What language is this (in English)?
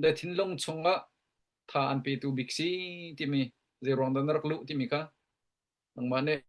Hakha Chin